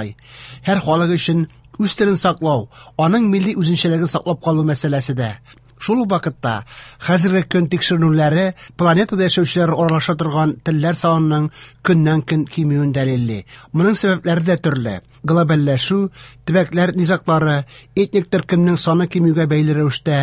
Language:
Tatar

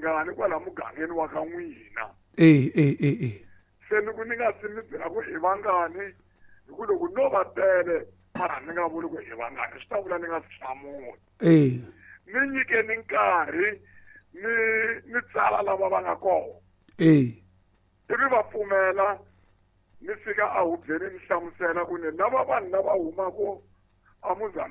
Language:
Tsonga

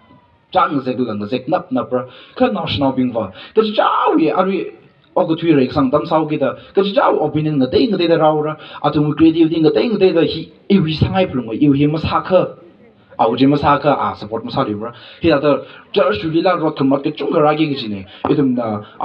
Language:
Tangkhul Naga (India)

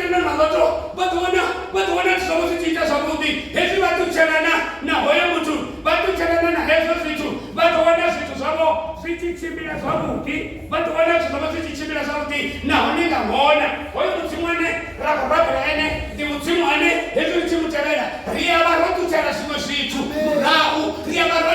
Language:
Venda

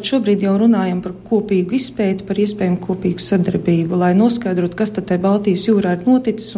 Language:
Latvian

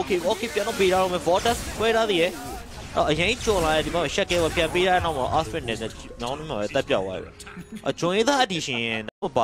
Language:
Burmese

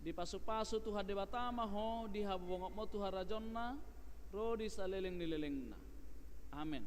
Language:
Batak Toba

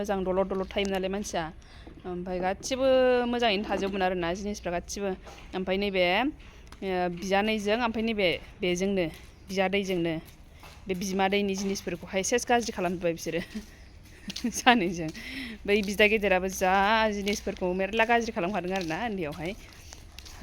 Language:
Bodo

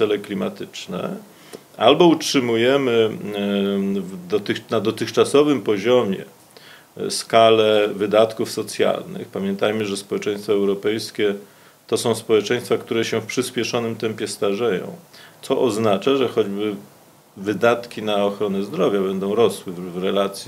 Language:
Polish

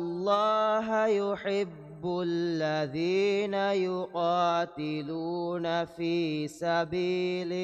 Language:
Divehi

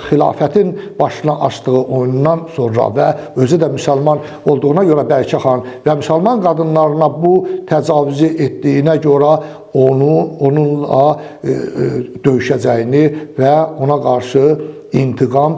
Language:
Azerbaijani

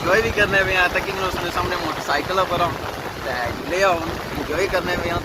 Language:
Pahari-Potwari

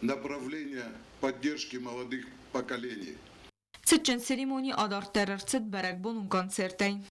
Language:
Ossetic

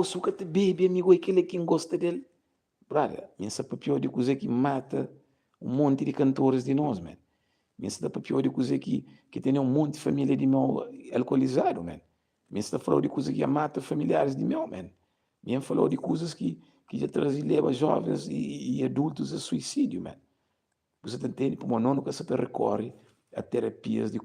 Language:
Kabuverdianu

